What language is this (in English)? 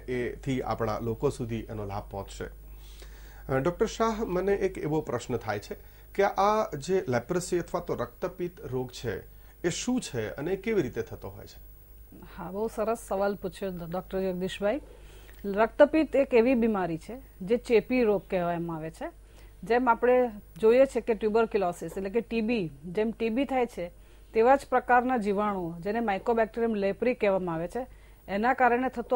Gujarati